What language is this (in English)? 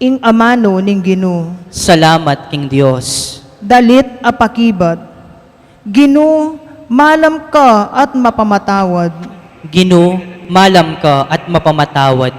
Pampanga